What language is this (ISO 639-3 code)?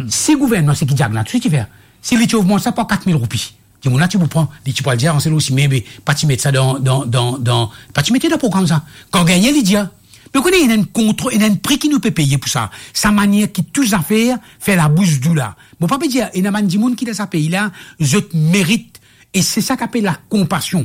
mfe